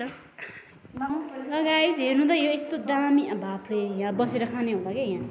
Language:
Nepali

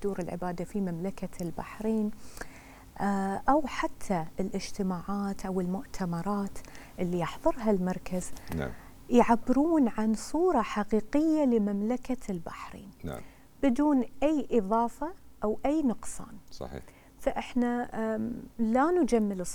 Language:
Gulf Arabic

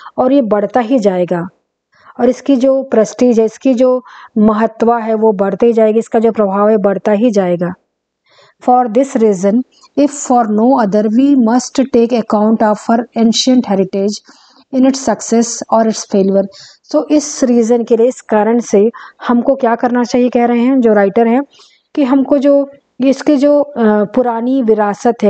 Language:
Hindi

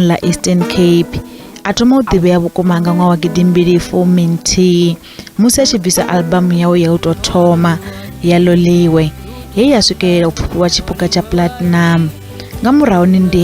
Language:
Venda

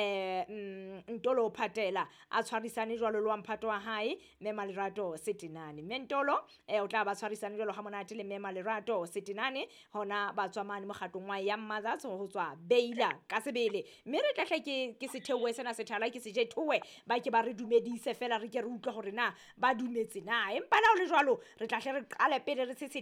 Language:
Southern Sotho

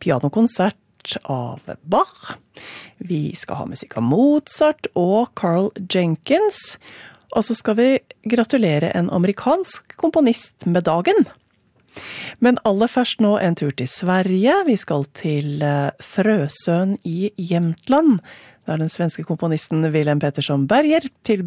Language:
Norwegian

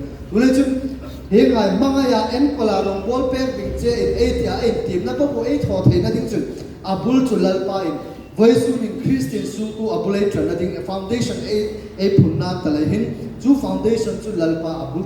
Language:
Hmar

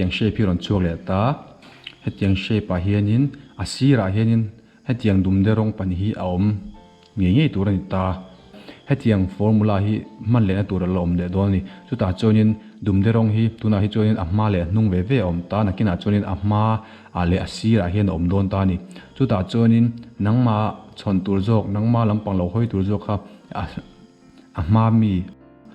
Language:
Mizo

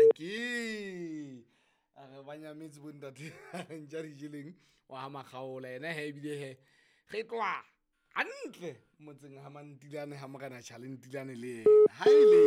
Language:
Southern Sotho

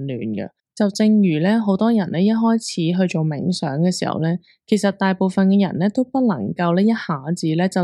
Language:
Cantonese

